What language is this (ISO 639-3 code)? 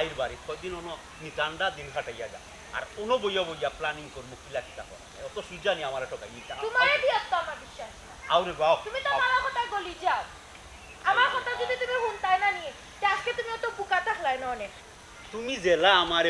syl